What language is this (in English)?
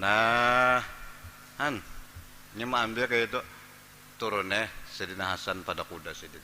Banjar